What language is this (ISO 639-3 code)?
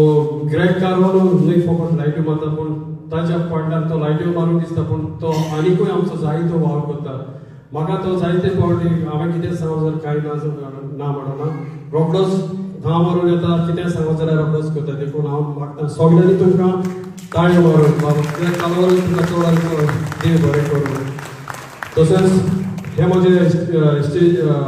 kok